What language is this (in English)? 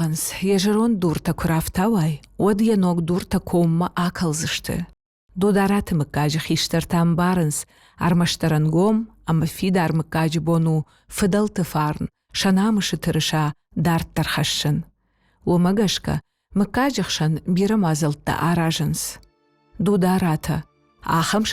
Ossetic